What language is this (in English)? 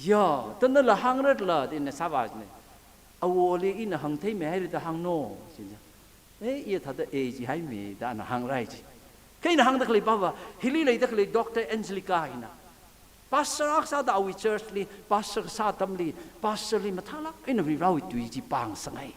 Tangkhul Naga (India)